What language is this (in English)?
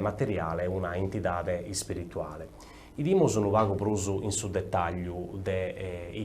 Sardinian